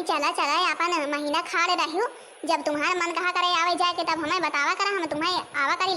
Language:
Awadhi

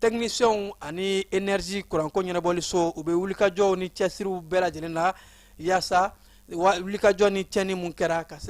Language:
Bambara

